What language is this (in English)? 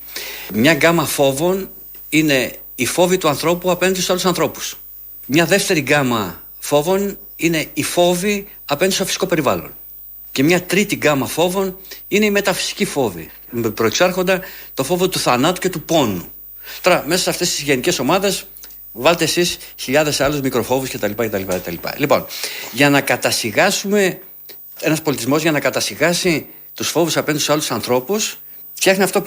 Greek